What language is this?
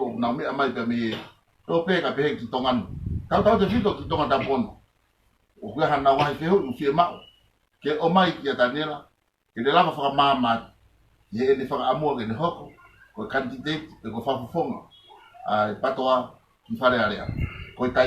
Tongan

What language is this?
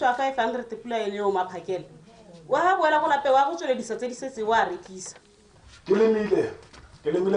Tswana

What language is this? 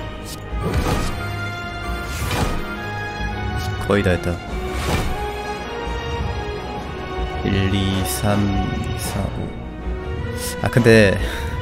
Korean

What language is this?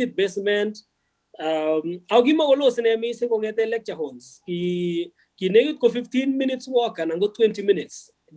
Kalenjin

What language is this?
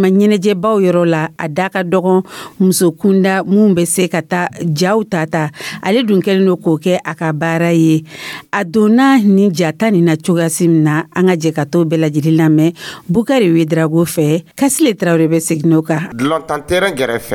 Dyula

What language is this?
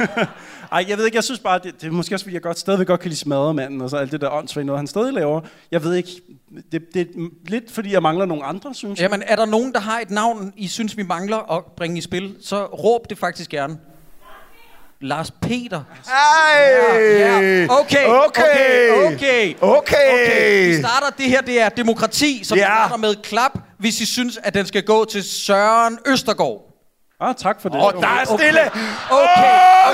Danish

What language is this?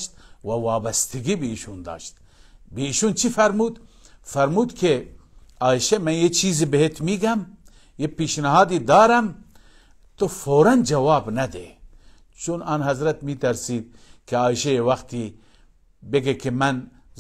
Persian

